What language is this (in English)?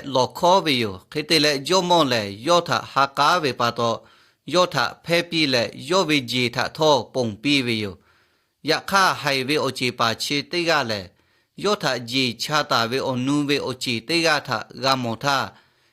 Lahu